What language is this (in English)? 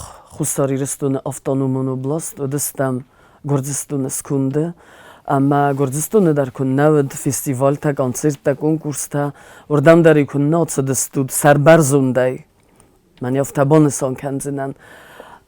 Ossetic